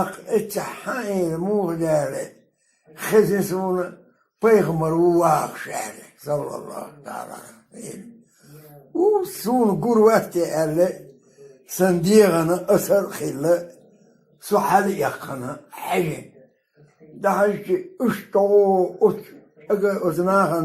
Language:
Chechen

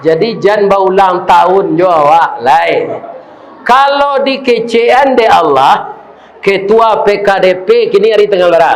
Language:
Minangkabau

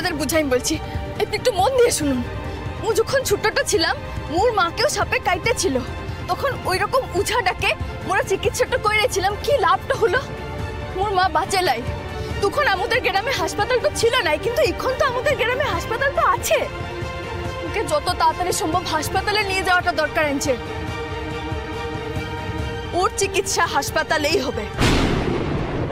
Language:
Bangla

